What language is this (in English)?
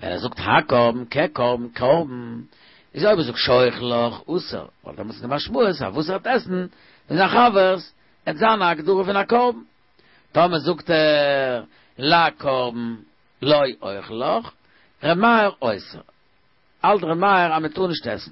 Yiddish